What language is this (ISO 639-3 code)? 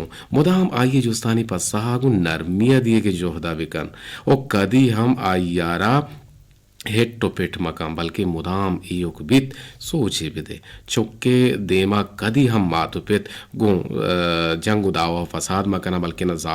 bgp